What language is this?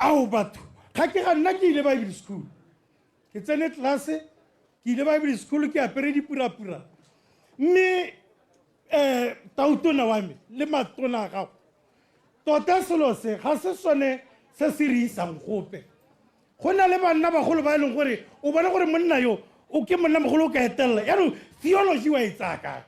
Tswana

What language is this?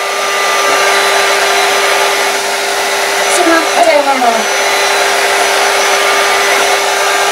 Czech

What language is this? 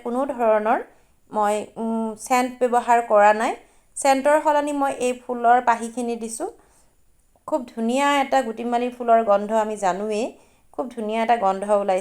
Assamese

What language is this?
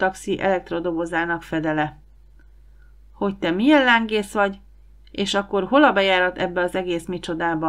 Hungarian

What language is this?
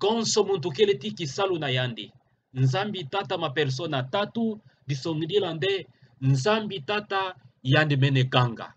Kituba (Democratic Republic of Congo)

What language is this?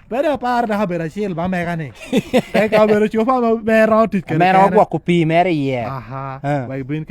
Lango (Uganda)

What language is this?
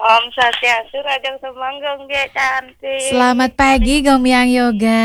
Balinese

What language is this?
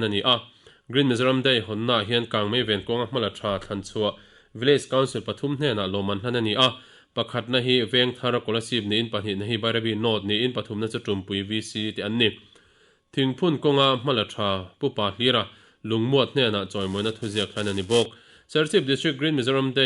Mizo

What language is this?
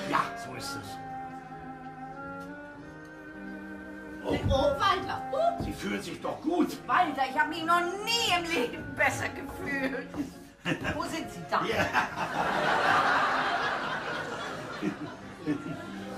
German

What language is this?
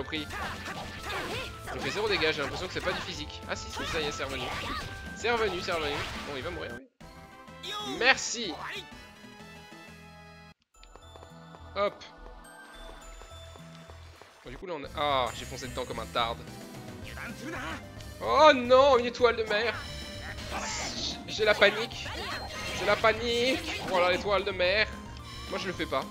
French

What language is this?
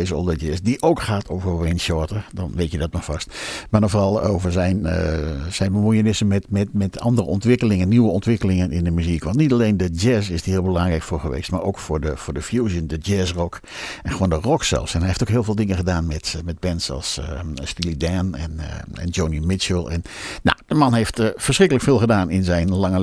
Dutch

